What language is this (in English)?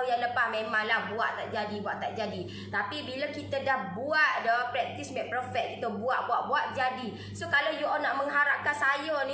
Malay